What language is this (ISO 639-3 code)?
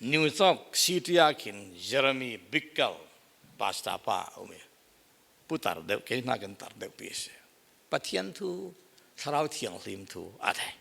cfm